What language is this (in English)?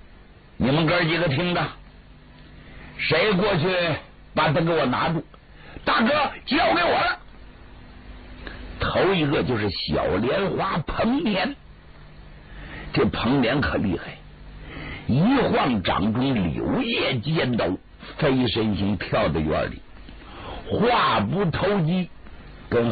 Chinese